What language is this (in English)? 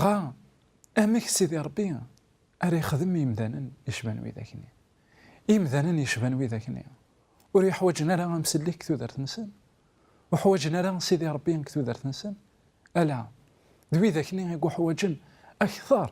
Kabyle